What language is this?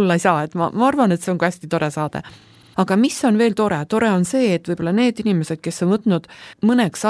Estonian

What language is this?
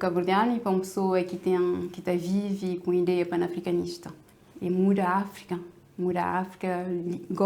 Kabuverdianu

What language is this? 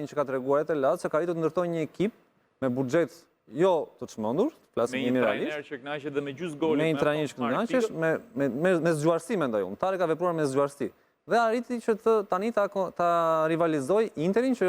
Albanian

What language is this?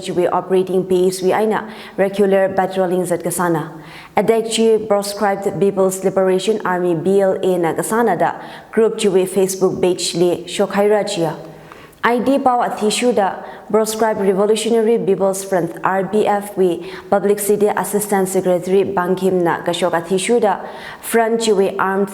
Tangkhul Naga (India)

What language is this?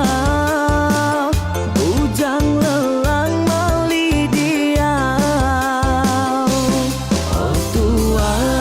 Iban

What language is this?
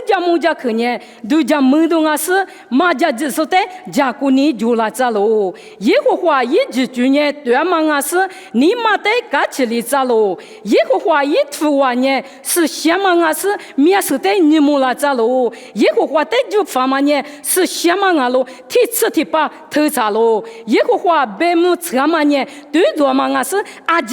Lisu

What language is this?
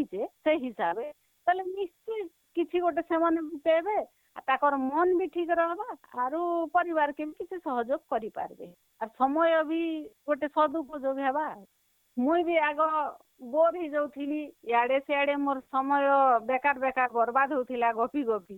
Odia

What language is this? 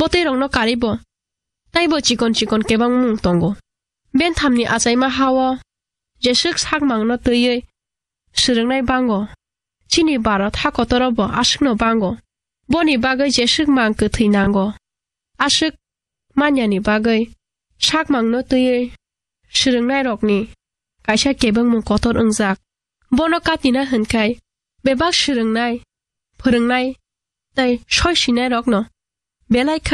Kok Borok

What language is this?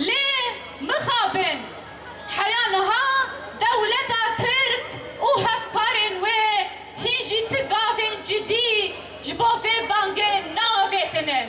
Kurdish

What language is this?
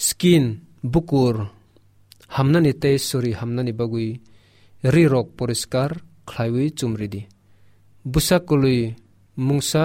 Kok Borok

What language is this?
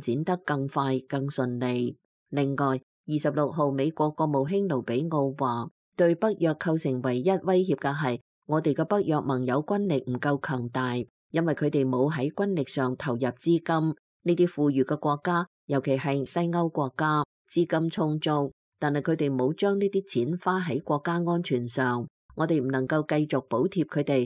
Cantonese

